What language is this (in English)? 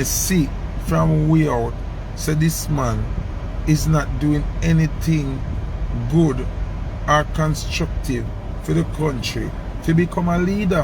Jamaican Creole English